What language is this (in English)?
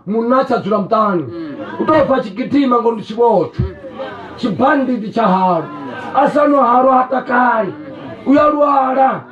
Venda